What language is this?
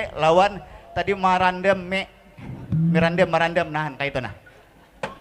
Banjar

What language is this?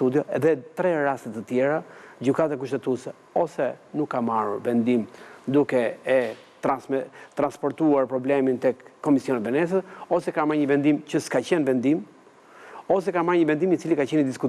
Albanian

